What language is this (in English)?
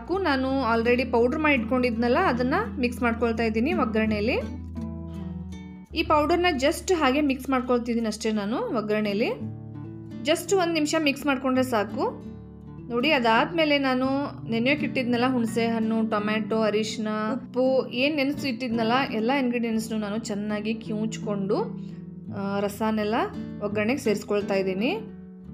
Kannada